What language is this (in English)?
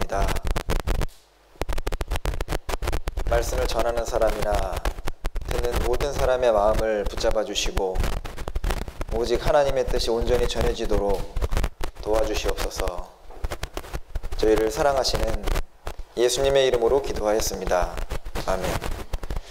Korean